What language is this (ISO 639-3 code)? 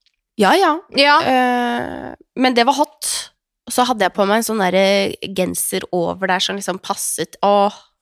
nor